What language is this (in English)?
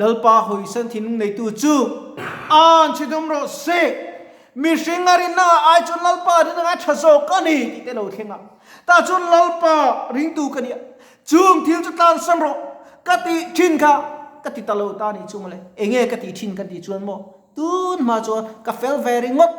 Mizo